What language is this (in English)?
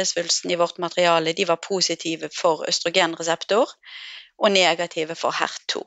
Norwegian